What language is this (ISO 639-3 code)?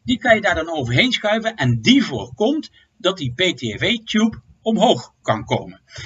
nld